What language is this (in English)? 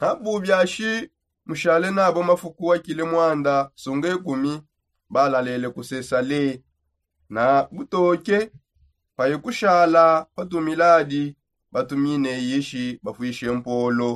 Songe